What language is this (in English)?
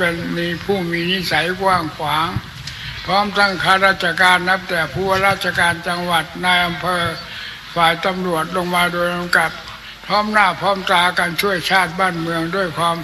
Thai